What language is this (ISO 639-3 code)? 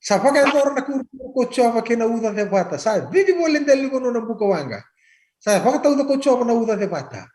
fij